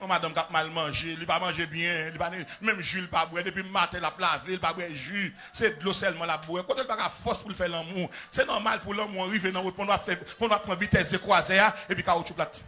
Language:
Haitian Creole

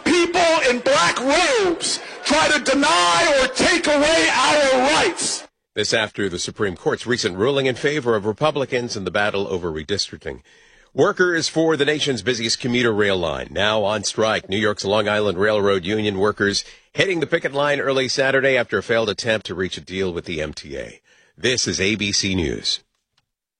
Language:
English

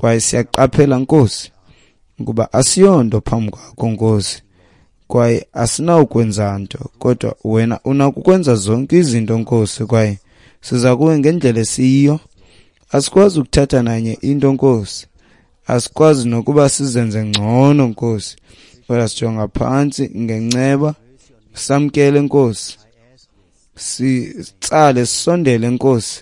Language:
Xhosa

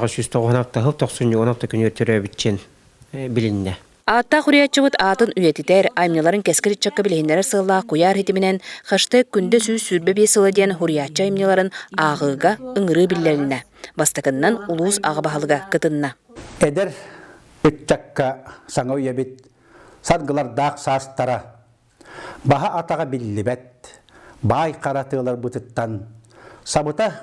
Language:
Yakut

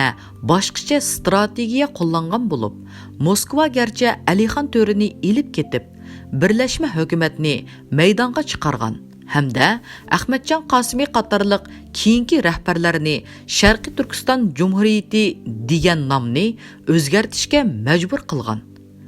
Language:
Uyghur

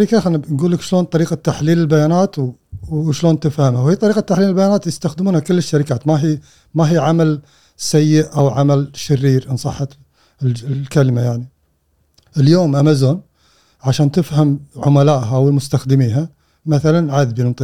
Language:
Gulf Arabic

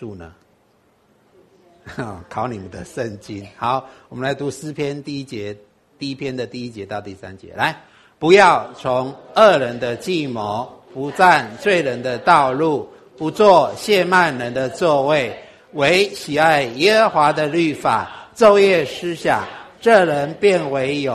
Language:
Chinese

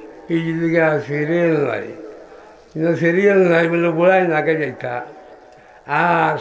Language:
Sylheti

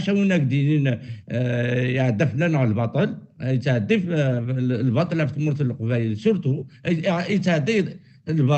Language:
Kabyle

